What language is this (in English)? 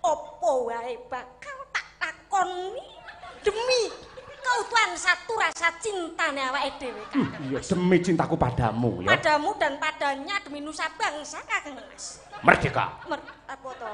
Javanese